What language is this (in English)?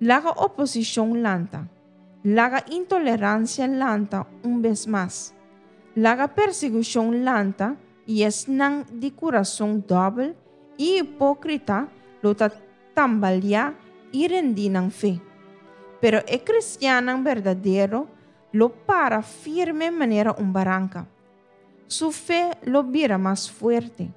Papiamento